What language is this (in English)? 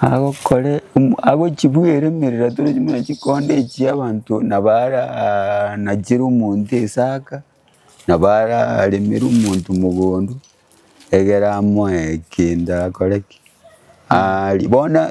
Gusii